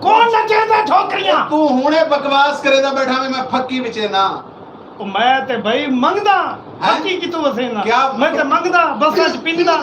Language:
Saraiki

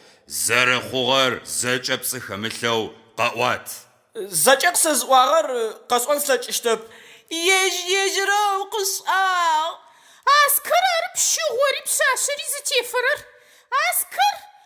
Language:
Adyghe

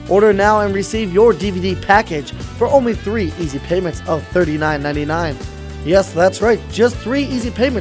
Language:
English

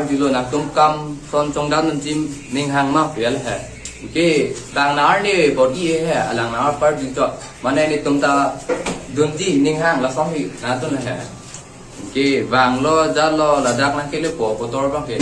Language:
Karbi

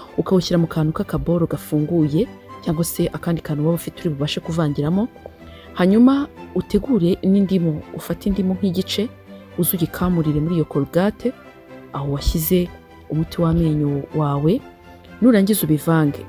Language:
Kinyarwanda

